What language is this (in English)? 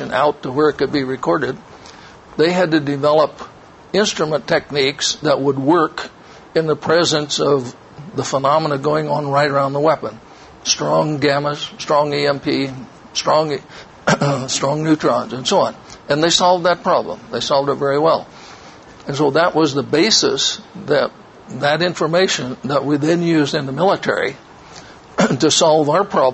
English